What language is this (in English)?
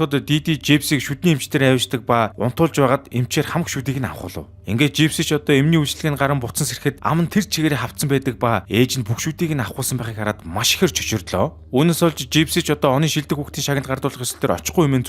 Mongolian